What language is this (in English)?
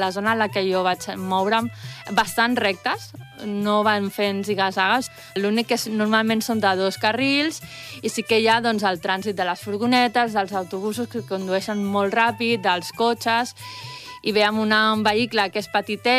Catalan